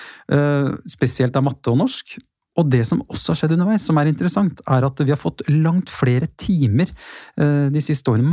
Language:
Norwegian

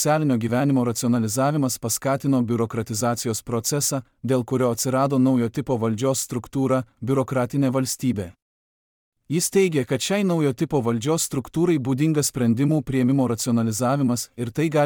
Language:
Lithuanian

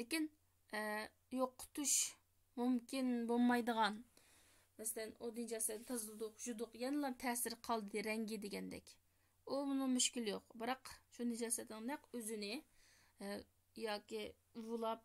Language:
Uyghur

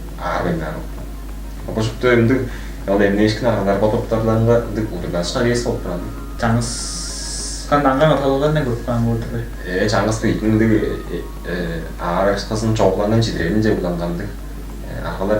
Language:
Tuvinian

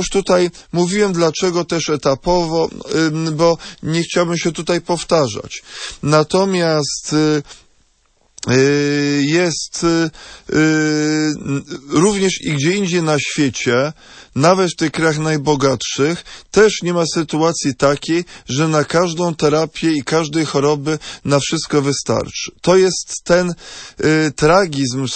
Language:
Polish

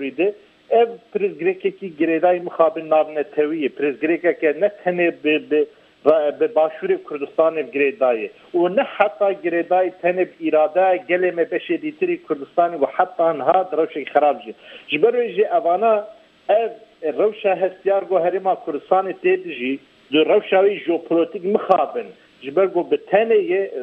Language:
Kurdish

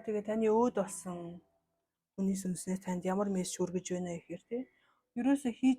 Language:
Mongolian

